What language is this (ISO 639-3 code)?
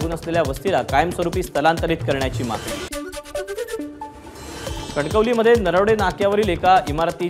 mar